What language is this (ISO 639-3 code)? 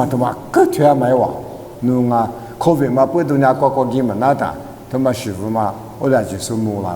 lis